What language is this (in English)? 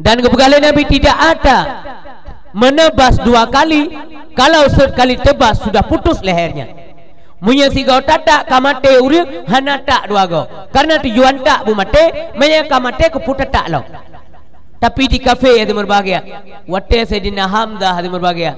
Achinese